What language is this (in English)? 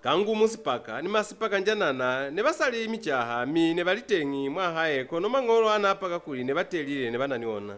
Lozi